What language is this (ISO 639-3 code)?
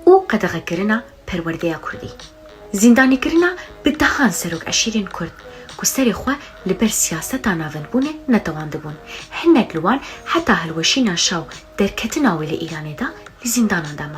kur